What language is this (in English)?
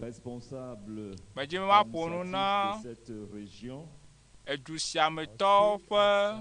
Ewe